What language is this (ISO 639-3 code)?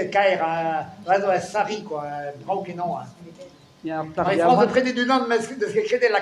bre